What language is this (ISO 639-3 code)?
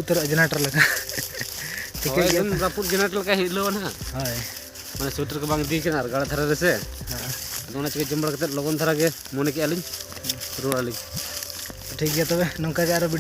sat